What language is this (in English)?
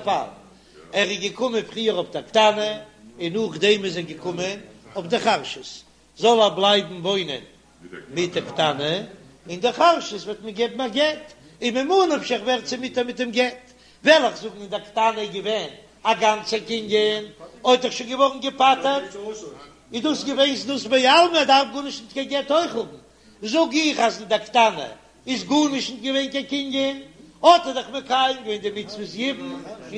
Yiddish